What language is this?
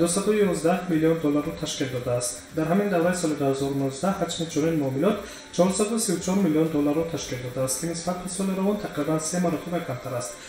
Tajik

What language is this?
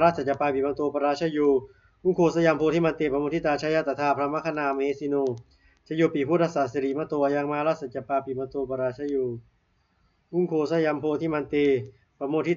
Pali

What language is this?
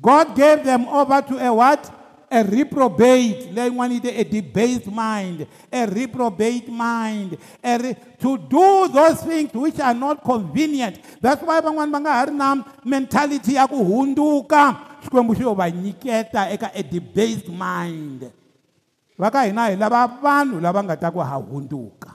Tsonga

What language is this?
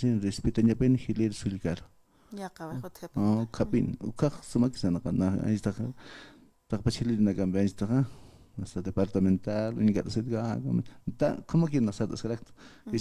Aymara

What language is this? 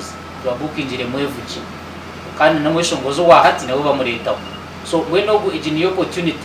Nyankole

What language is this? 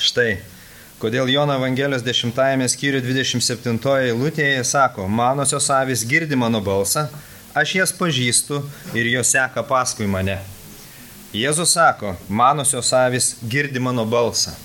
Lithuanian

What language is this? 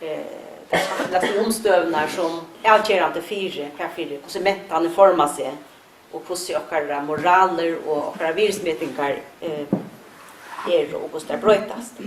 Faroese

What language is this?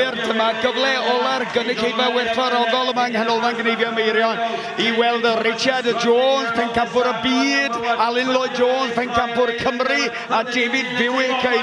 Welsh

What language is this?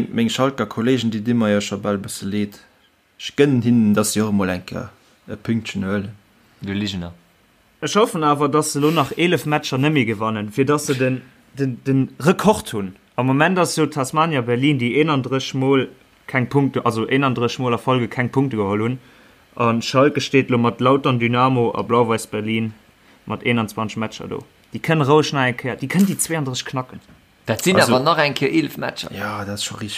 Luxembourgish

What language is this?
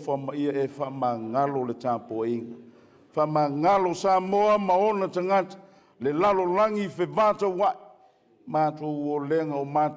Samoan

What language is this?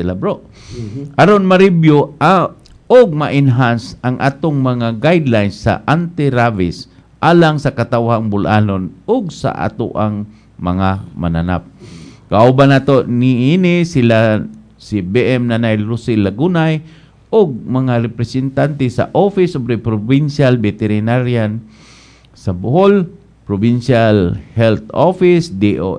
Cebuano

